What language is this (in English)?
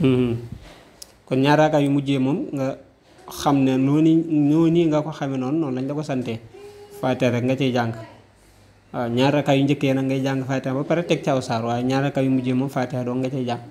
Wolof